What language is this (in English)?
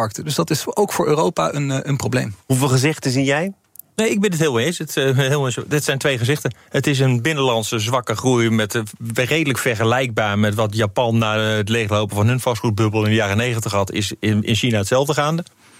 Dutch